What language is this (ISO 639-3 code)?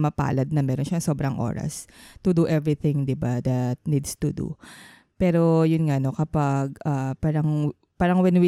fil